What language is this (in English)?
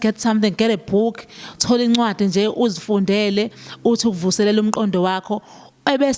Zulu